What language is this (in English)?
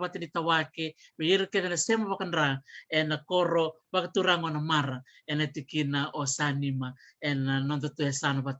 Fijian